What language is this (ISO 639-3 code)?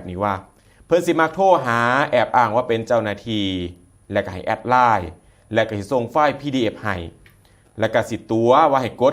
tts